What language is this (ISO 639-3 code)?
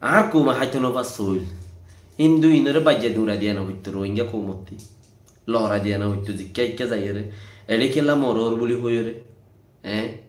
rhg